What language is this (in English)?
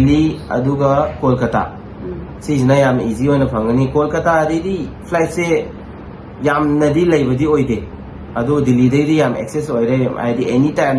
Manipuri